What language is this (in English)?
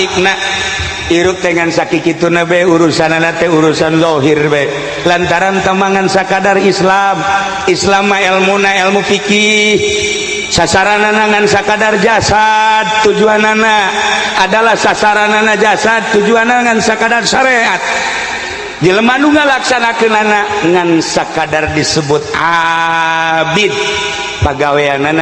Sundanese